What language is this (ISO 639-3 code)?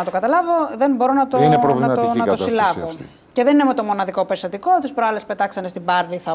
ell